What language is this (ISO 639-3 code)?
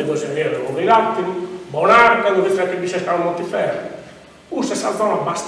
srd